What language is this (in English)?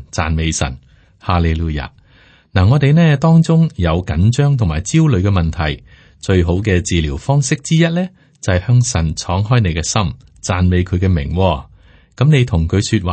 Cantonese